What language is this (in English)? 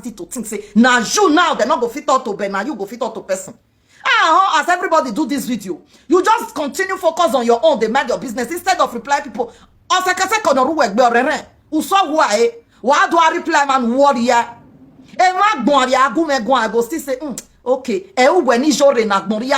Nigerian Pidgin